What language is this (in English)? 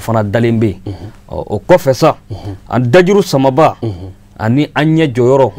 Bambara